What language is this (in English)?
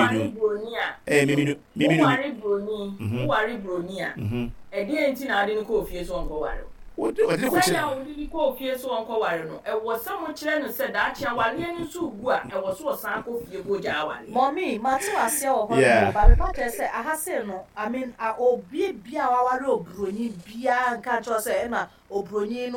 Akan